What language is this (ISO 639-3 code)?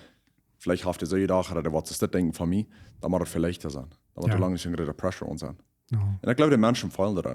pdt